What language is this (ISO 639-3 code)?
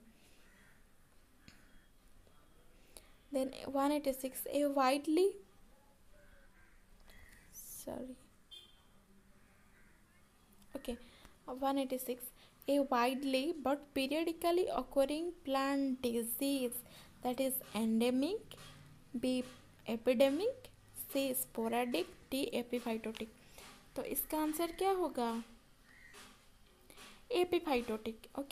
hin